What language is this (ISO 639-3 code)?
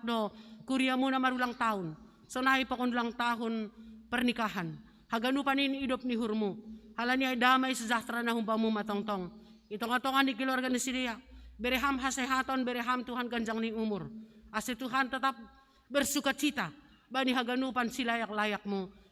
bts